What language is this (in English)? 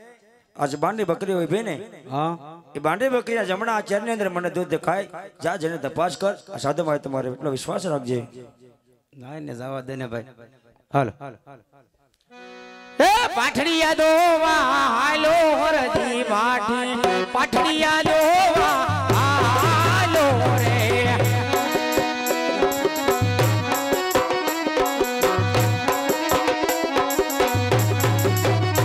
Gujarati